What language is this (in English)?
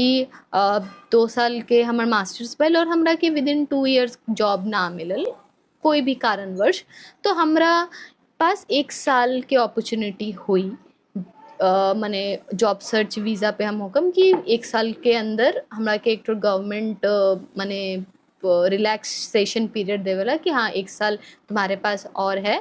Bhojpuri